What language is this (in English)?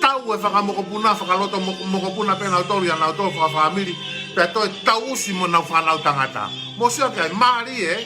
Tongan